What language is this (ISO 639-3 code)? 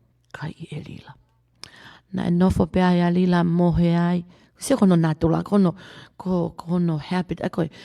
ton